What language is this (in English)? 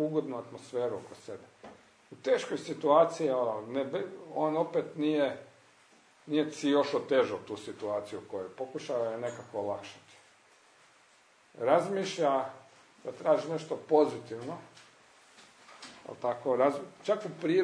Croatian